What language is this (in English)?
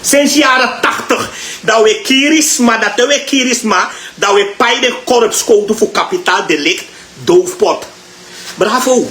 Sranan Tongo